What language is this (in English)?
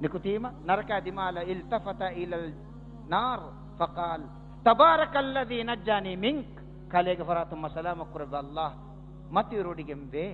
Divehi